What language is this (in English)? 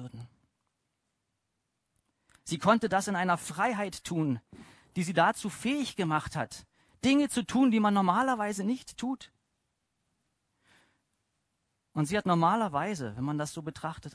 German